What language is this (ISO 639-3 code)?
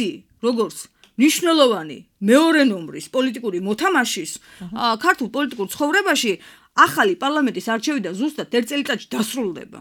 kat